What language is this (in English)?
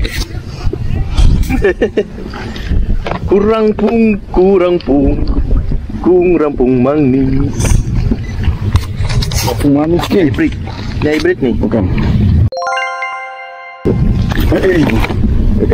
Malay